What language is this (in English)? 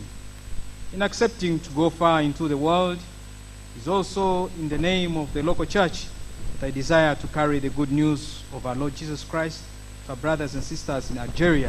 Nyankole